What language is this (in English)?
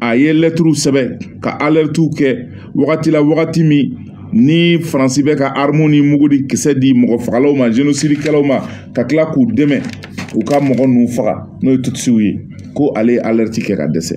Bambara